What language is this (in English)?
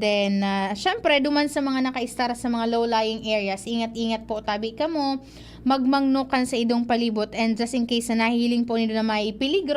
Bikol